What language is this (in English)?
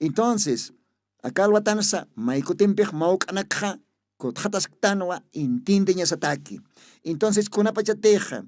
Aymara